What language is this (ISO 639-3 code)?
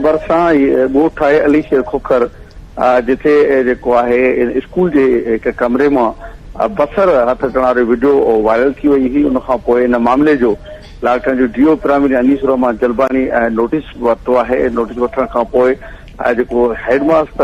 snd